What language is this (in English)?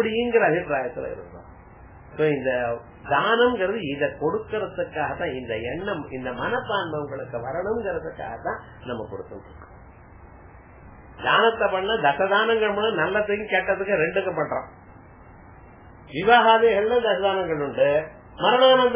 Tamil